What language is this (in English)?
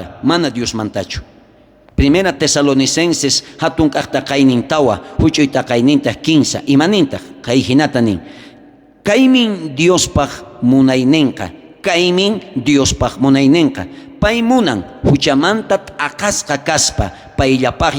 South Bolivian Quechua